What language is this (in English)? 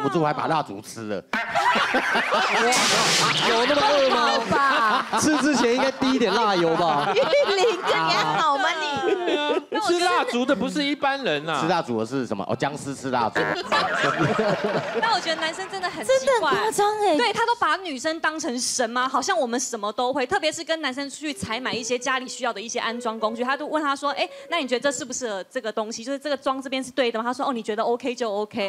Chinese